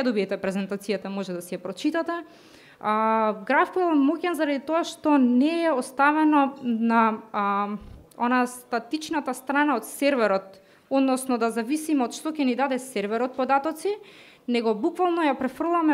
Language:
Macedonian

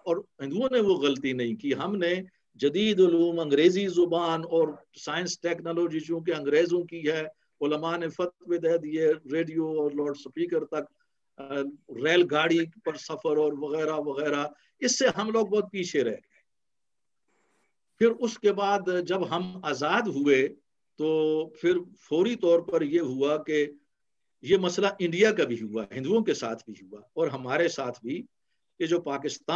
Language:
Urdu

